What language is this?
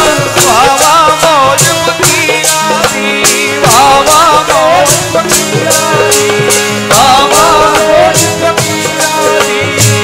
Punjabi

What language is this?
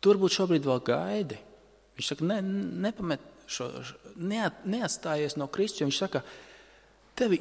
Latvian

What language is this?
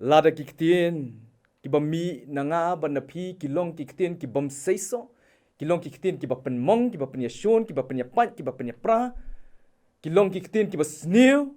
Khasi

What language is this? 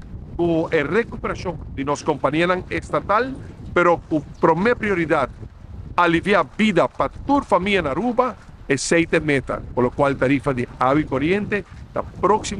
Papiamento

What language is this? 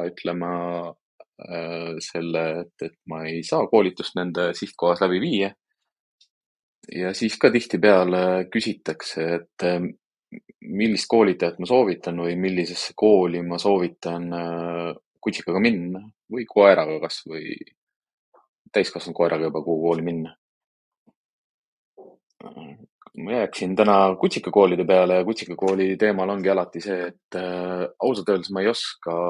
Estonian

